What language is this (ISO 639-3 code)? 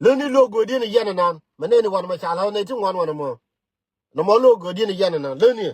nus